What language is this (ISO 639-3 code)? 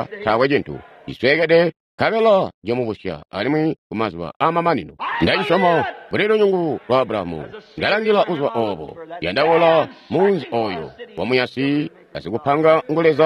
toi